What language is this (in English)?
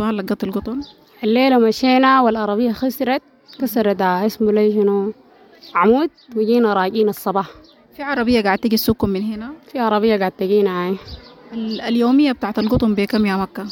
Sudanese Arabic